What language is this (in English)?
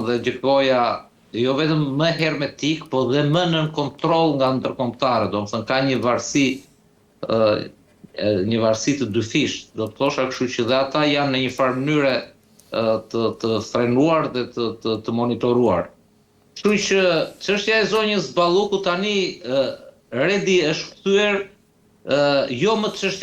Albanian